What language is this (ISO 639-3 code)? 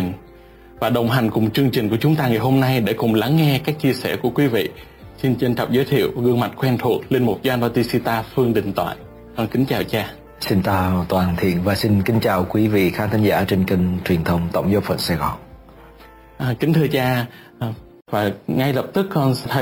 vie